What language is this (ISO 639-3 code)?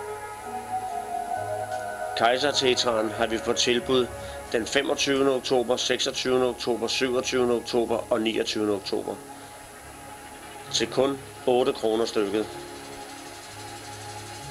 dan